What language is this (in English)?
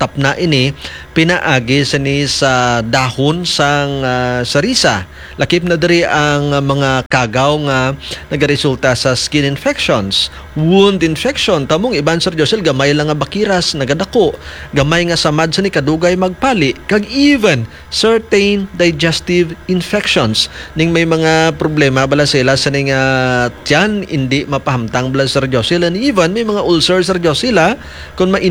Hiligaynon